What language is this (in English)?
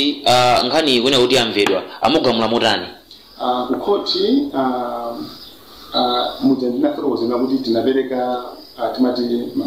Nyanja